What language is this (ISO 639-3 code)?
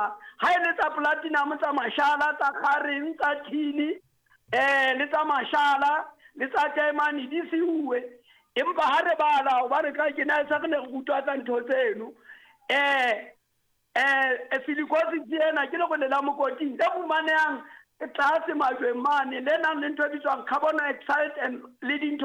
sot